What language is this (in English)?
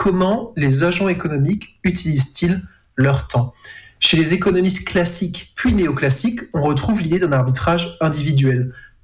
French